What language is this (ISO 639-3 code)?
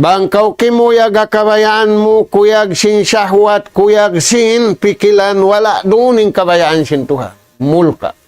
tsg